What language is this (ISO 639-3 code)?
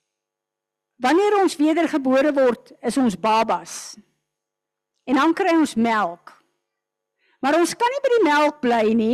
afr